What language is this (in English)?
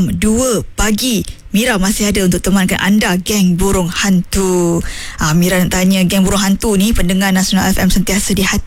Malay